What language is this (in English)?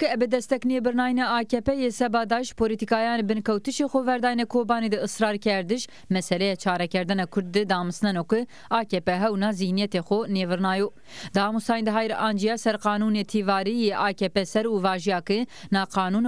Zaza